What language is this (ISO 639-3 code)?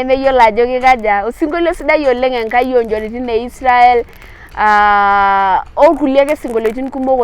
mas